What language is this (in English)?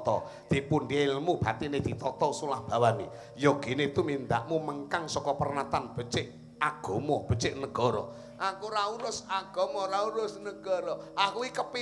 Javanese